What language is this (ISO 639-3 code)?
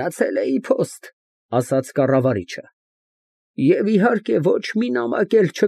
hye